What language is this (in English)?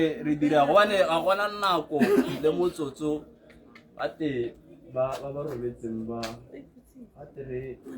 Tswana